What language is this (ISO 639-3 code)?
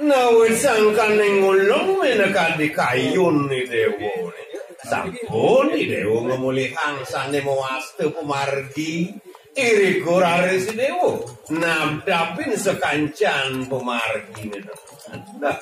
ban